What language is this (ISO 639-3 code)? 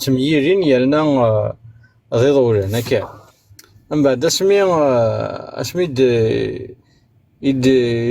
kab